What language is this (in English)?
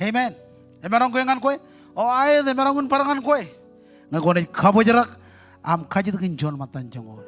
Marshallese